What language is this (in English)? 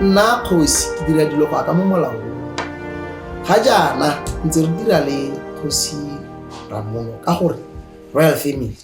Tswana